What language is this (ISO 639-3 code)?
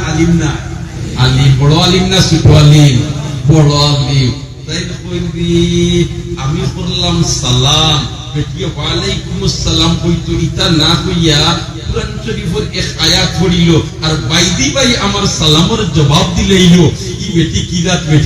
syl